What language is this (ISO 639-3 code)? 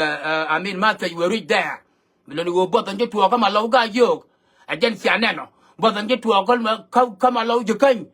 nus